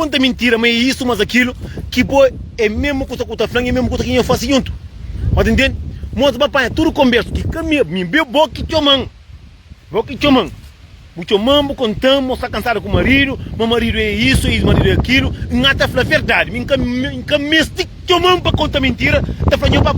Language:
Kabuverdianu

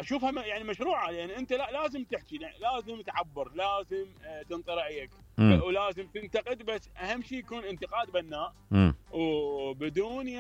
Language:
Mesopotamian Arabic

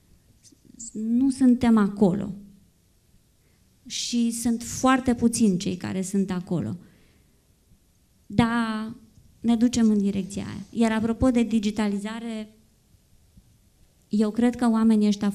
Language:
Romanian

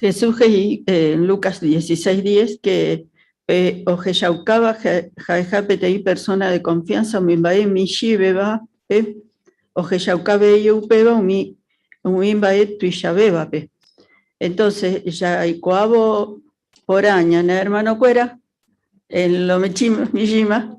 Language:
Guarani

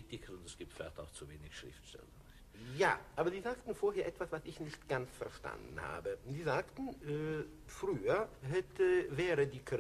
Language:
German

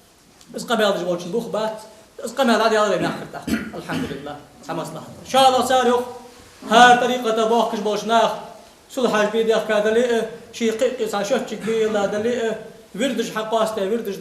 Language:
Ingush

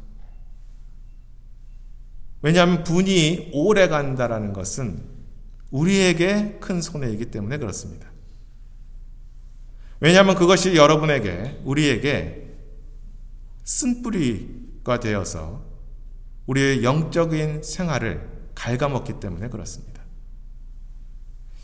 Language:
Korean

